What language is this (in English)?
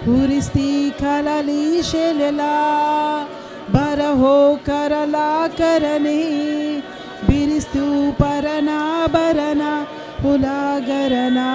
Tem